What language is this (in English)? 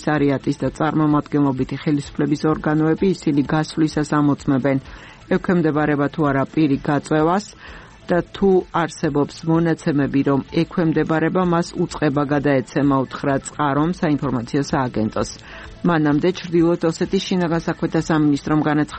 Georgian